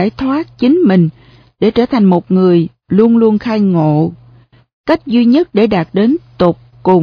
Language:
Vietnamese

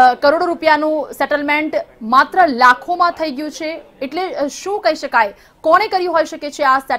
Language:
Gujarati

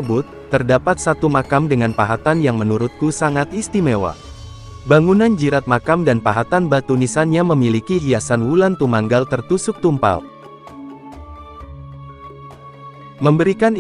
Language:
Indonesian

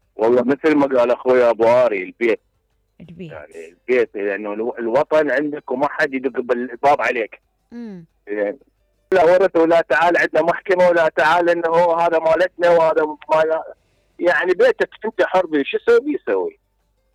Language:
Mesopotamian Arabic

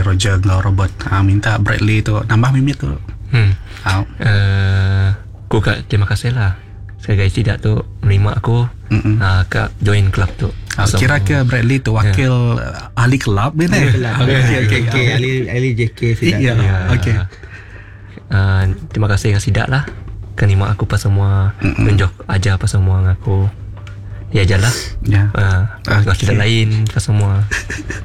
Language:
Malay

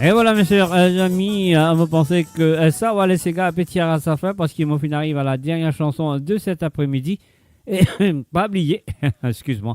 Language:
Morisyen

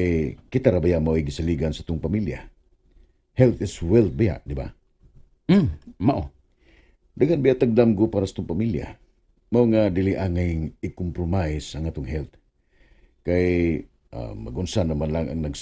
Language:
Cebuano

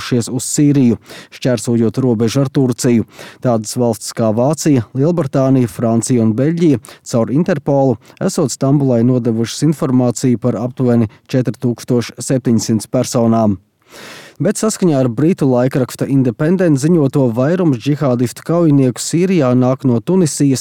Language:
Latvian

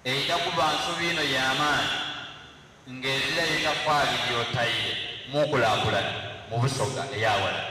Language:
Soga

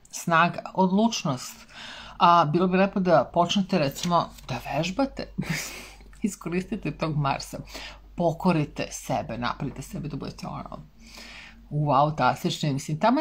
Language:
Serbian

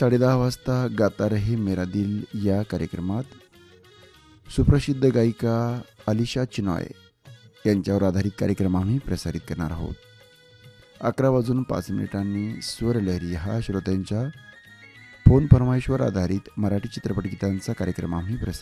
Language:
Marathi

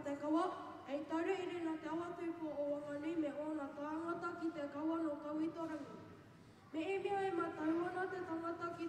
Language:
Māori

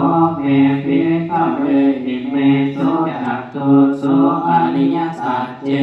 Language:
Pali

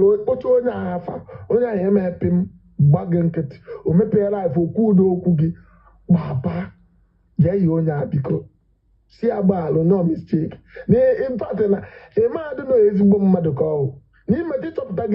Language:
Igbo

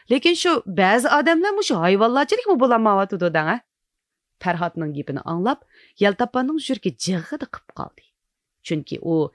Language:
Uyghur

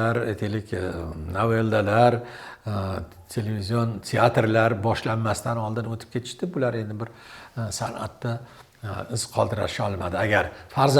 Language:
Uzbek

